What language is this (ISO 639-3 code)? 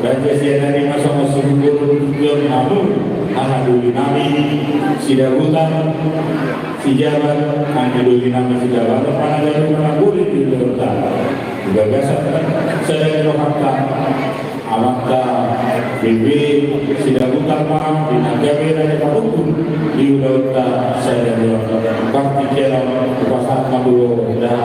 bbc